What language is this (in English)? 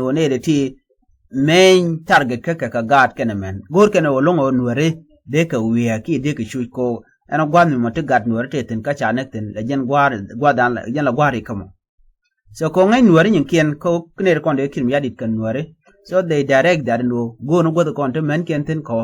Nuer